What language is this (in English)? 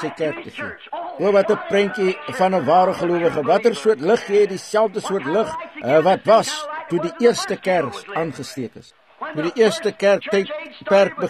Afrikaans